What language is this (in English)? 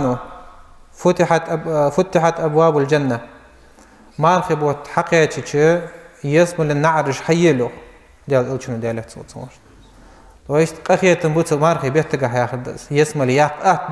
Ingush